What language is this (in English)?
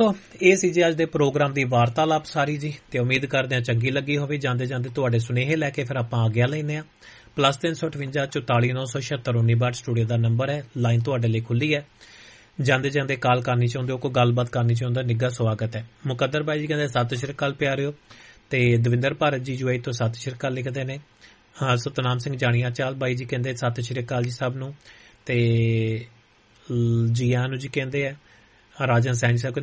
Punjabi